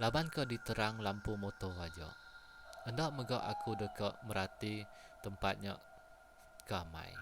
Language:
Iban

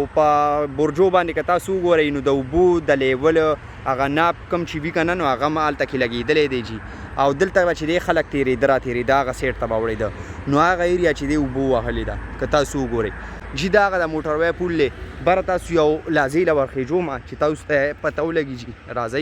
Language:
Pashto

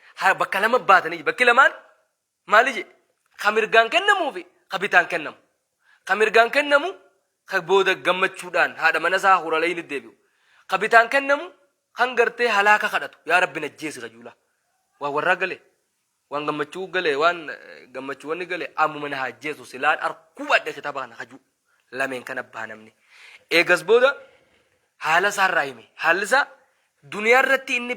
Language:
Oromo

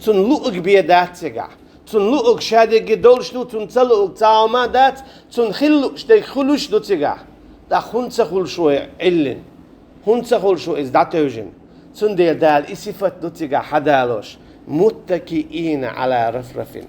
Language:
Chechen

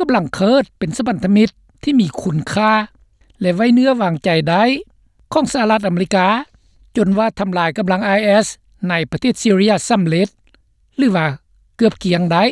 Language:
Lao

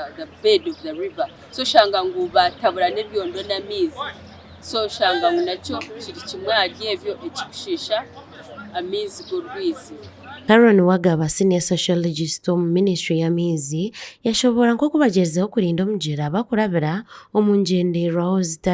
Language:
Nyankole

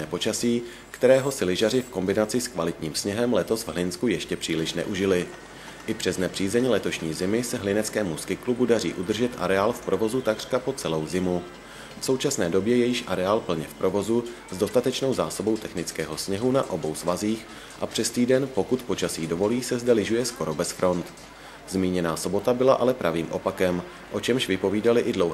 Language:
Czech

